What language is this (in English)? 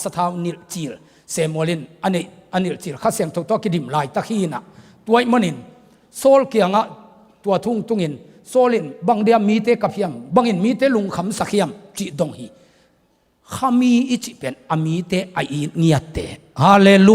Tedim Chin